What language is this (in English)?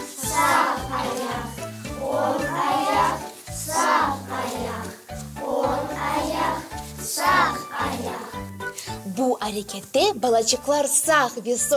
Crimean Tatar